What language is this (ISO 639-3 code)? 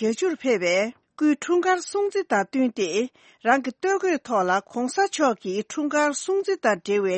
bod